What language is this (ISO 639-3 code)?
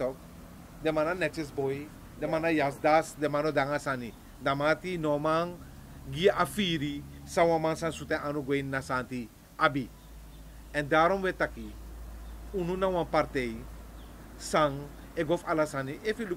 srn